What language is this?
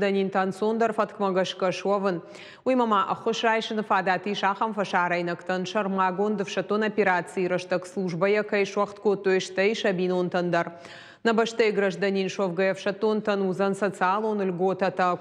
Ossetic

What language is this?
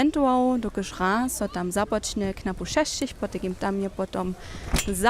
Upper Sorbian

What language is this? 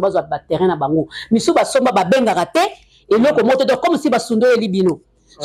Lingala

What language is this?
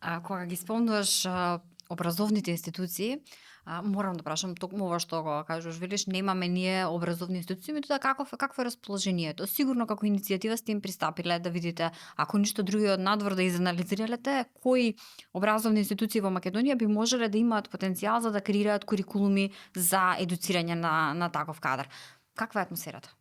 Macedonian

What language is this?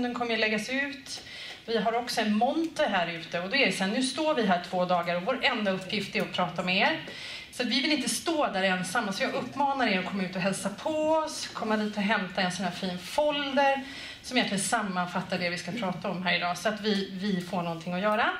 Swedish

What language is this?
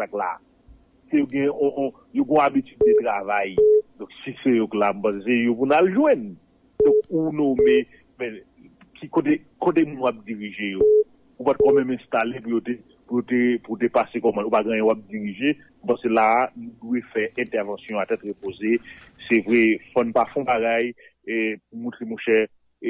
Haitian Creole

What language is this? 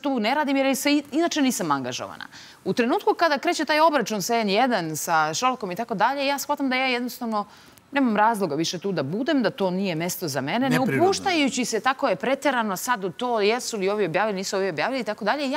Serbian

